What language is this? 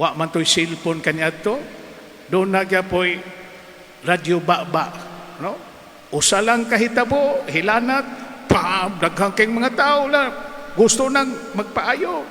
Cebuano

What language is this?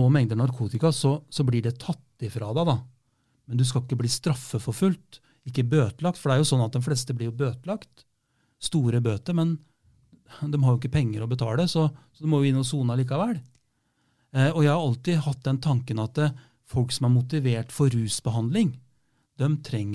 Norwegian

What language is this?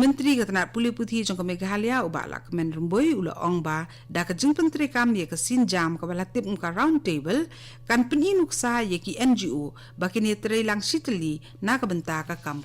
Khasi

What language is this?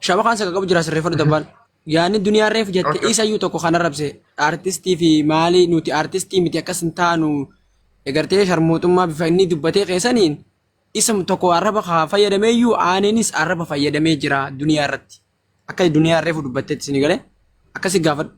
Oromo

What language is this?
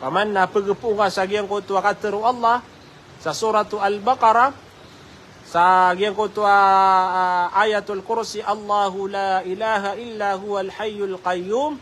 Maranao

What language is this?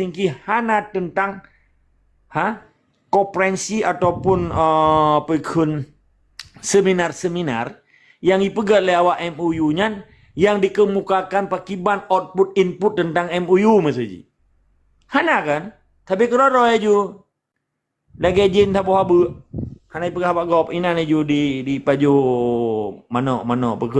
Achinese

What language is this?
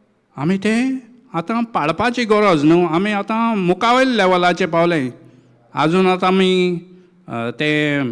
Konkani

